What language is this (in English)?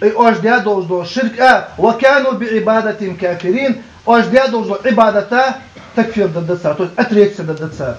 Ingush